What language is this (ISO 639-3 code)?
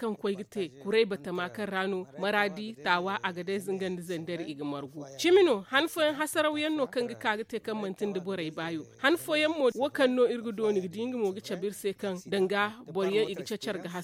dje